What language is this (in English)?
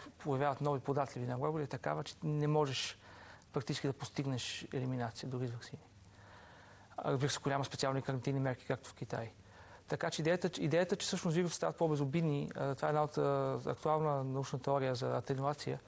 Bulgarian